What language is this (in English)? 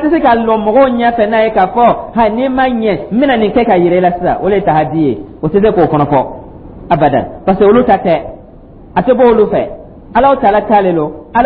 Dyula